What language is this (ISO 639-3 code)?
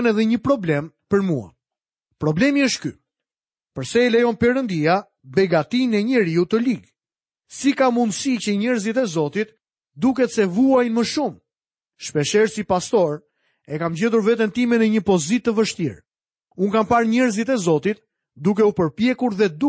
sqi